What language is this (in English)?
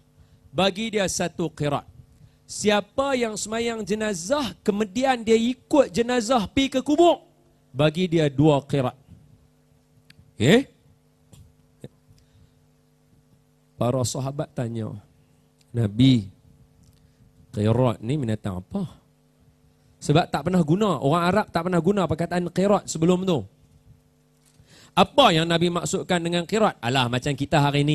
Malay